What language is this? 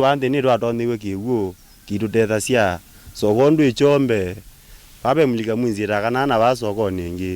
Kamba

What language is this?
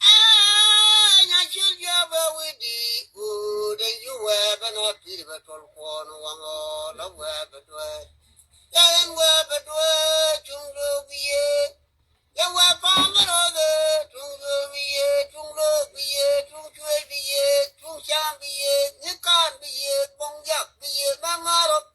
Nuer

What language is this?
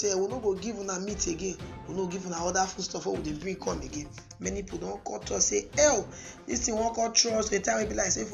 Nigerian Pidgin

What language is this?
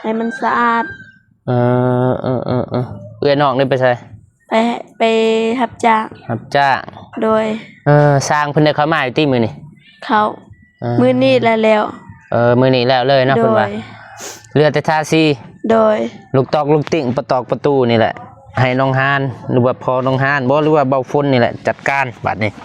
Lao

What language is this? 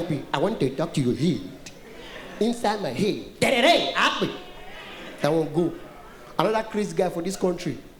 Nigerian Pidgin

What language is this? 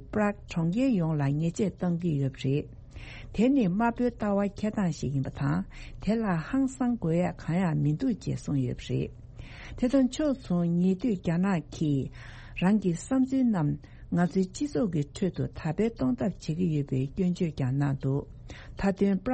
Tibetan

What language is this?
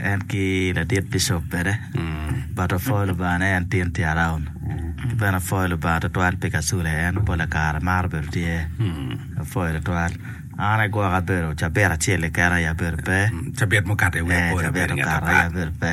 Acoli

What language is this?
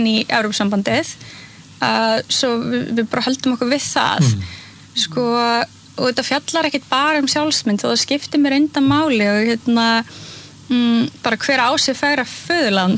Icelandic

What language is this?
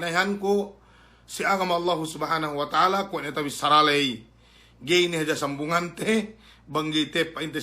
Yakan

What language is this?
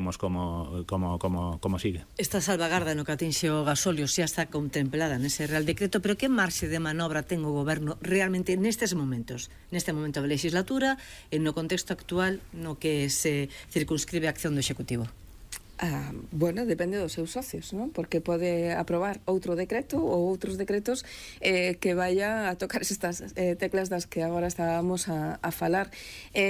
Galician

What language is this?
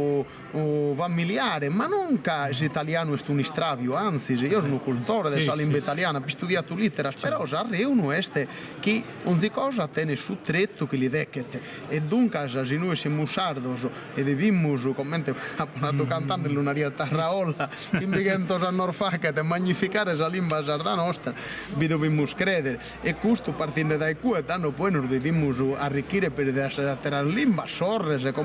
Sardinian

